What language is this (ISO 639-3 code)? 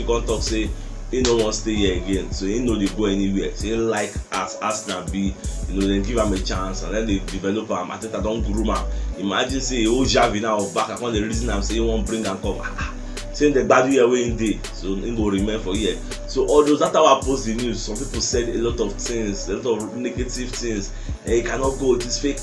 pcm